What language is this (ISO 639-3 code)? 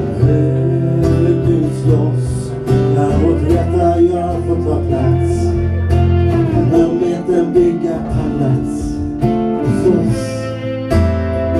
swe